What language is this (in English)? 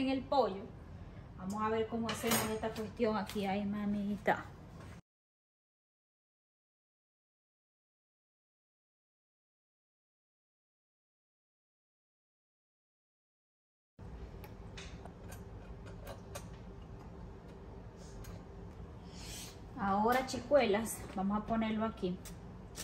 Spanish